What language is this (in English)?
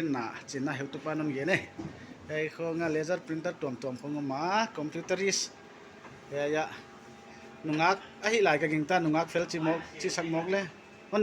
Paite Chin